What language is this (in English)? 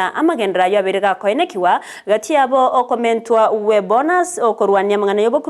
Gusii